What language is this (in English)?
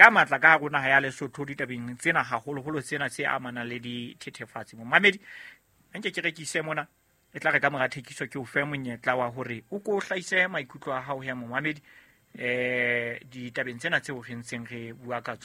Southern Sotho